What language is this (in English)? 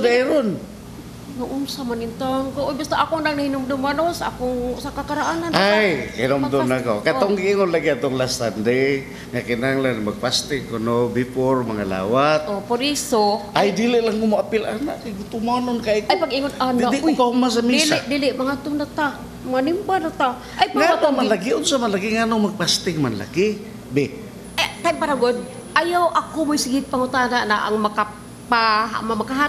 Cebuano